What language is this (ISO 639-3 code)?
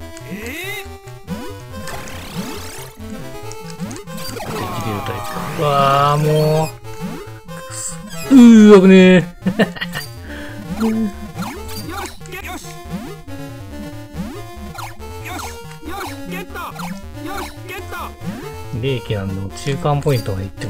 jpn